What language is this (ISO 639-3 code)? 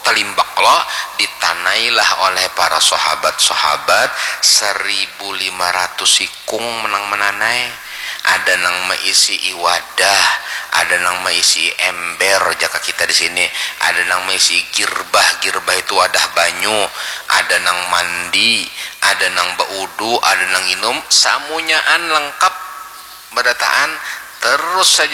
bjn